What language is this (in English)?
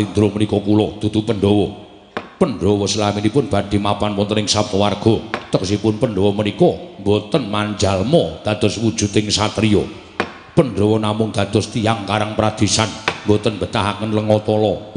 Javanese